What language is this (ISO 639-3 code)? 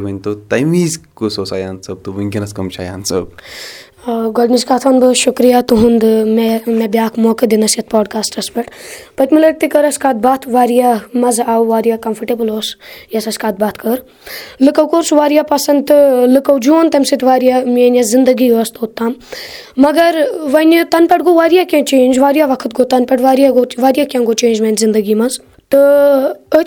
kas